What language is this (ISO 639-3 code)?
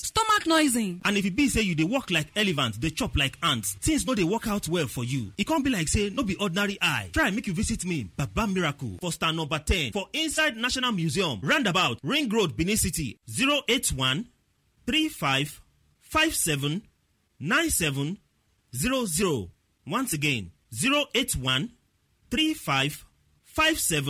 pcm